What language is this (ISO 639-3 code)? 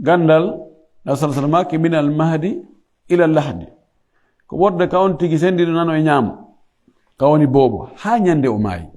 ful